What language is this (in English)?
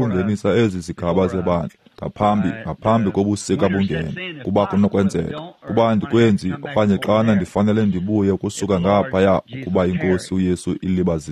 Xhosa